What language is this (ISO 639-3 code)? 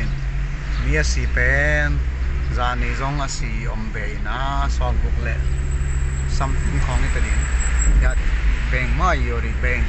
pck